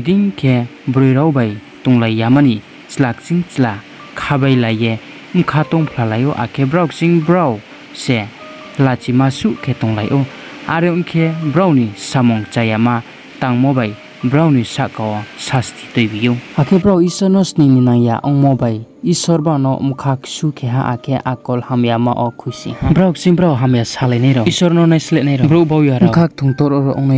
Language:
Riang (India)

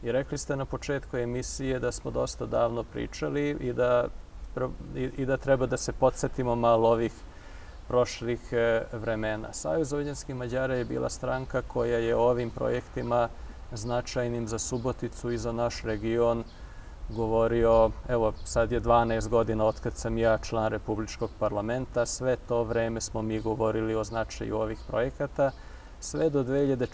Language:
Serbian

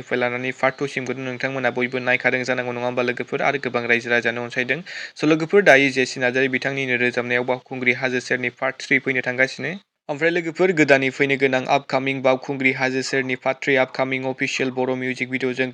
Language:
Bodo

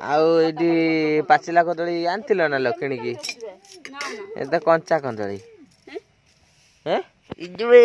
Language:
Odia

